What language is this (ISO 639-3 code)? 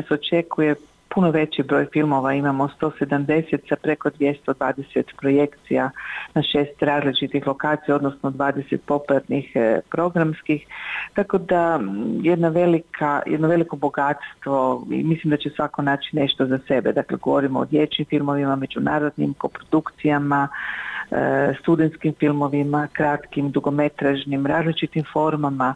bos